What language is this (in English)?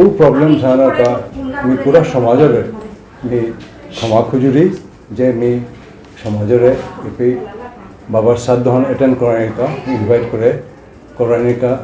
Bishnupriya